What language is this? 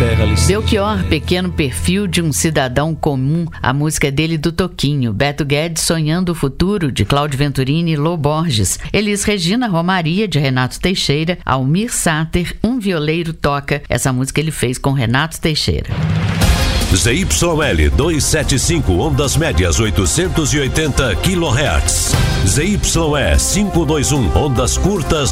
Portuguese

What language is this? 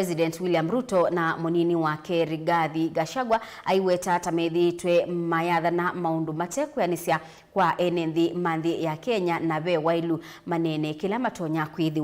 Kamba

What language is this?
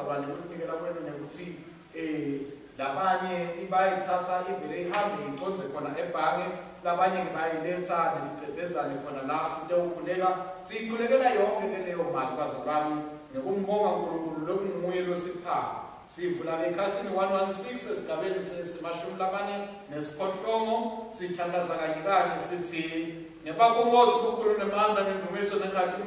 Swati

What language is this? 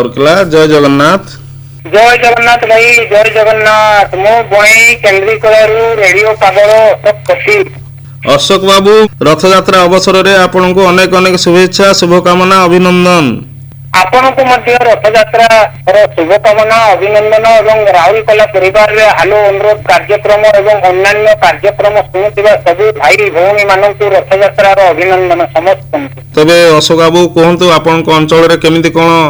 Odia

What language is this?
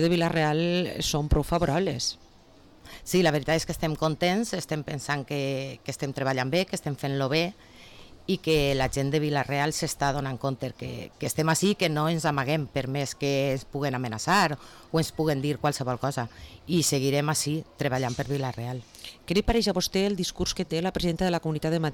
Catalan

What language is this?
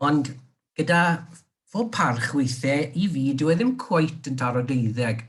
Welsh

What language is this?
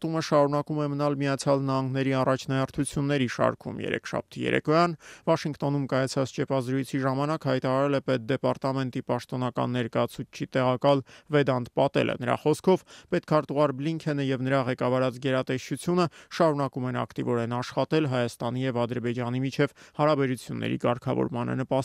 Armenian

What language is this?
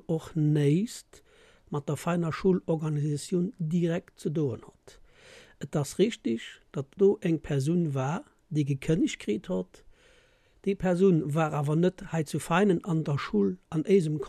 Luxembourgish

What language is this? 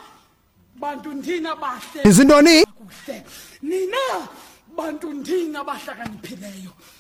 Xhosa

